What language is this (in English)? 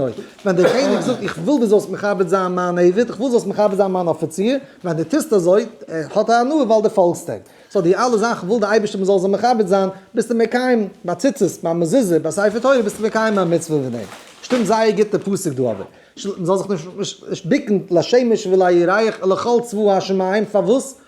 Yiddish